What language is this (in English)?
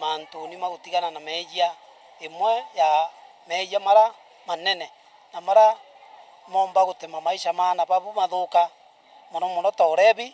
Meru